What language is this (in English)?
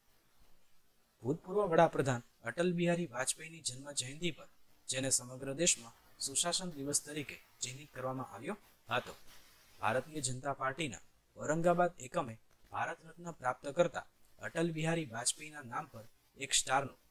Gujarati